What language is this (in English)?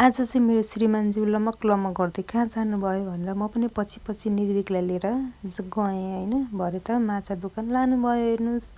Nepali